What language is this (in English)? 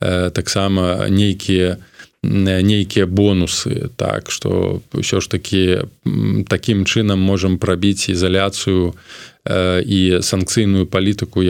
Belarusian